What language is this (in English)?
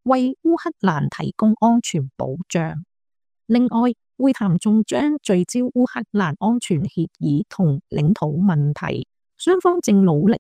Cantonese